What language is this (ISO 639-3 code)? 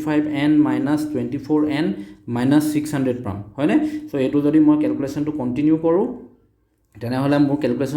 asm